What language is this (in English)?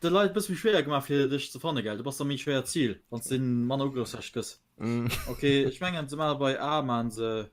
Luxembourgish